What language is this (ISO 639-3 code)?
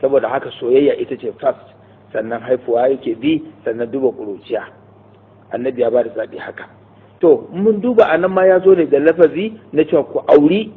hau